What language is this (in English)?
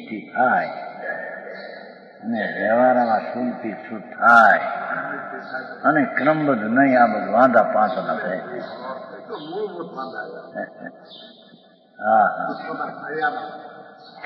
Gujarati